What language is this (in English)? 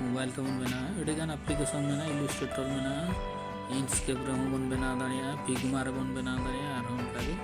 Santali